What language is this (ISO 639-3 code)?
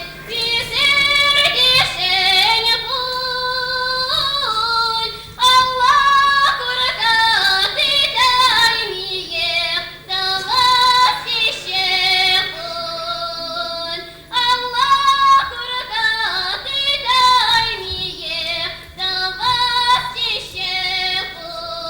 chv